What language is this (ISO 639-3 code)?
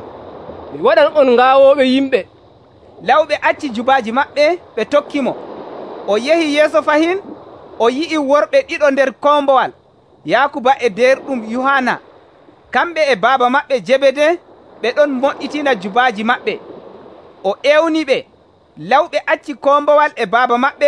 fuv